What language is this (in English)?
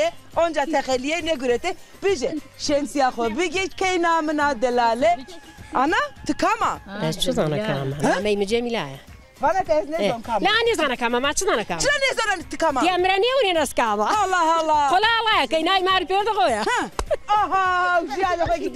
Zaza